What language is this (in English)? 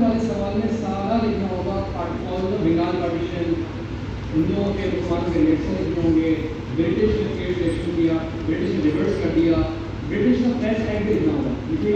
Hindi